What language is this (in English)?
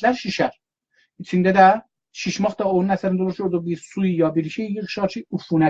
South Azerbaijani